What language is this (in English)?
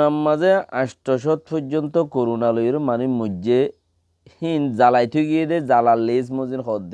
Rohingya